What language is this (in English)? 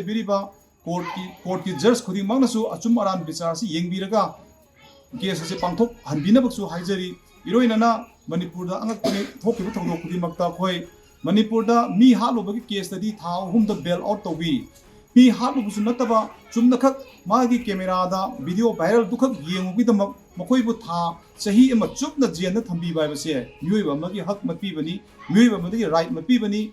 Manipuri